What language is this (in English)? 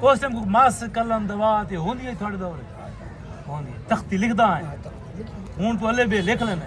Saraiki